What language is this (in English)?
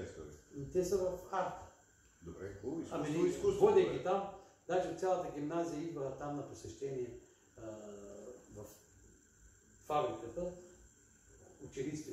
Bulgarian